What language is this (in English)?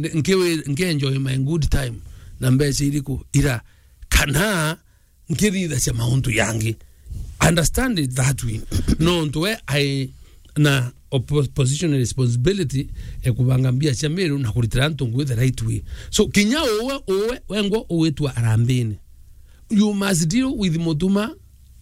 Meru